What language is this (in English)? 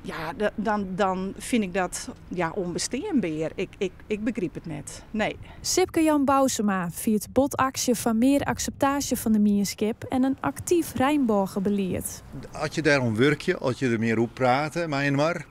Western Frisian